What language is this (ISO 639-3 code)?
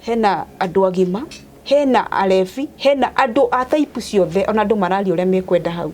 kik